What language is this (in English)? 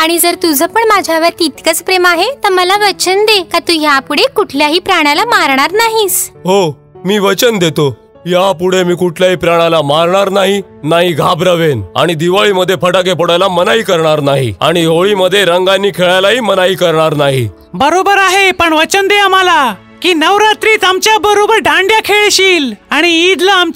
Marathi